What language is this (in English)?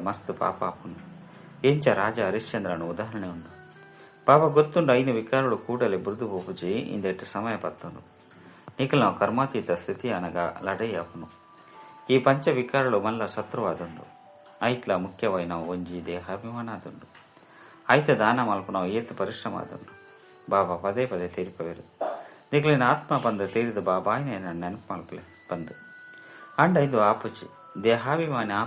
Tulu